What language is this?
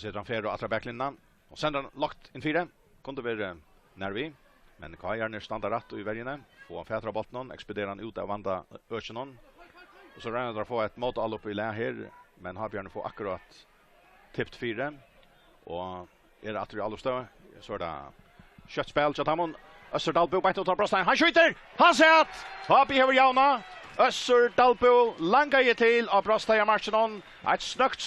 Faroese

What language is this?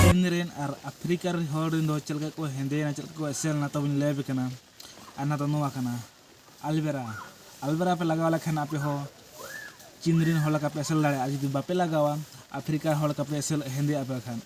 Santali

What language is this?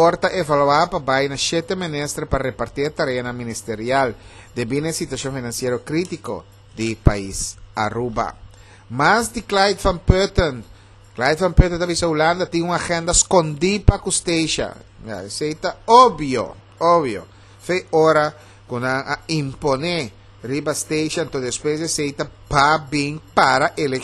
Papiamento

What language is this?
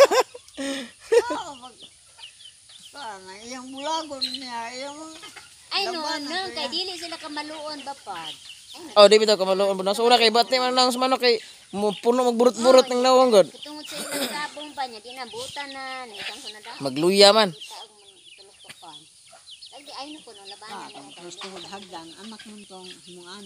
Cebuano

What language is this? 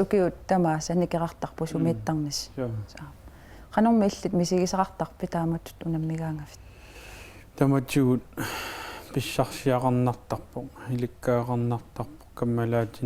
Kalaallisut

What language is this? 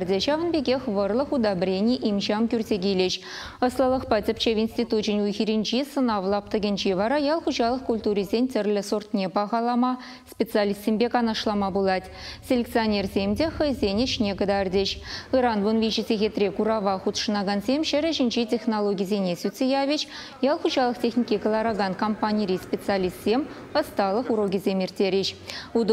Chuvash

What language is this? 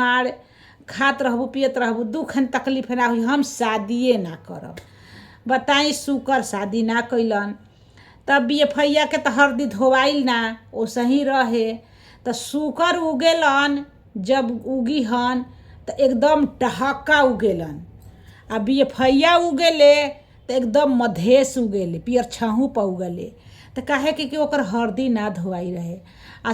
Bhojpuri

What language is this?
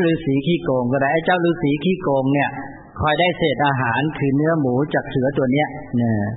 Thai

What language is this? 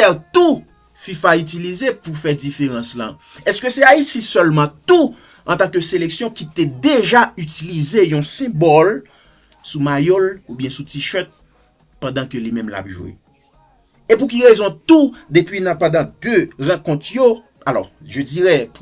Haitian Creole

